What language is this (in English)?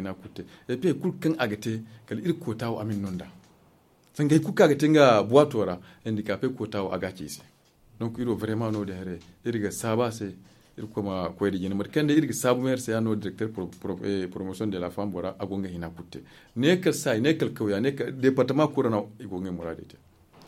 Zarma